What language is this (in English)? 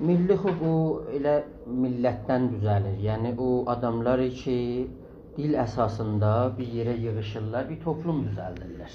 South Azerbaijani